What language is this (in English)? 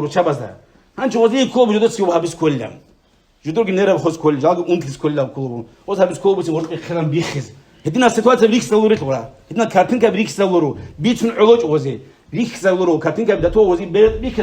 Avaric